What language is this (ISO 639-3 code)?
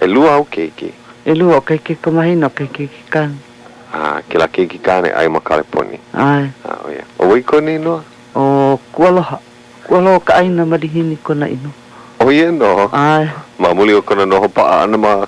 haw